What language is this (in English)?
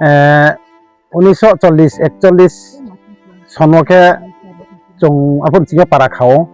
Riang (India)